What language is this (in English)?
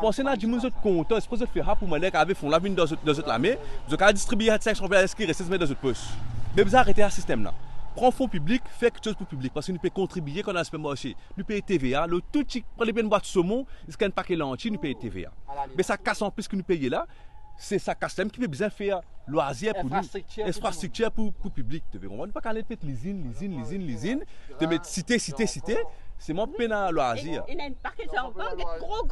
Morisyen